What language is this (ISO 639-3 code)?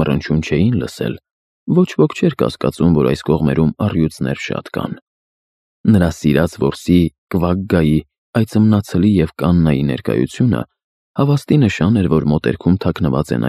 hye